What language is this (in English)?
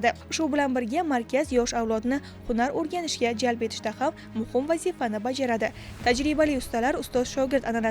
Uzbek